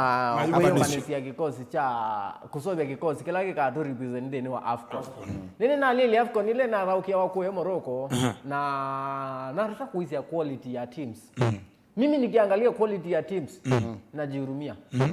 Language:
Kamba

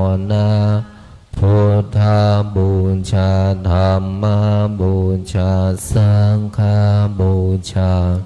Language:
Pali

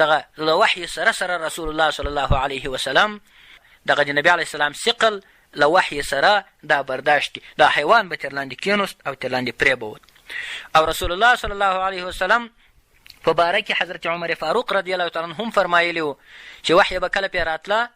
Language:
Pashto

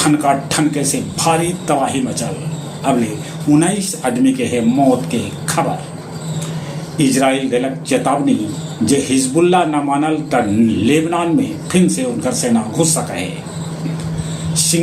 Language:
Magahi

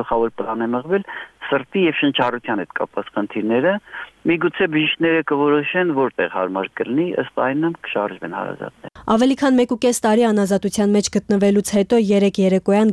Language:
Armenian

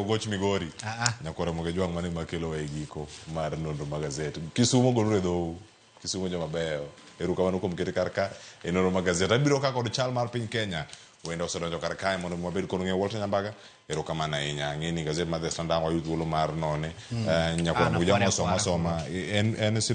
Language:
Luo (Kenya and Tanzania)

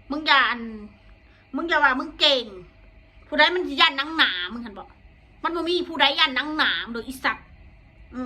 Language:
Northeastern Thai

